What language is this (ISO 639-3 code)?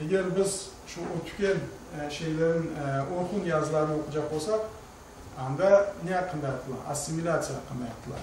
crh